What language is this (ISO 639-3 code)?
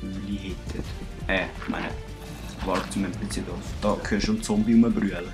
gsw